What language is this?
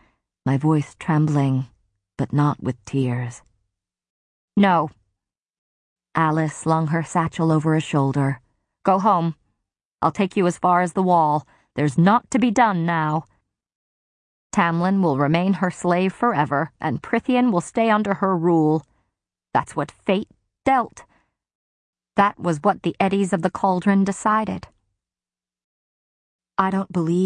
English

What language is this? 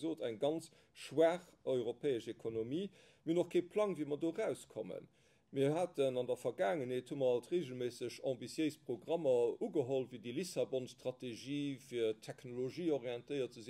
Luxembourgish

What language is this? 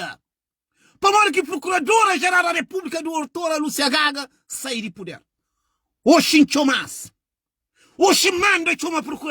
Kabuverdianu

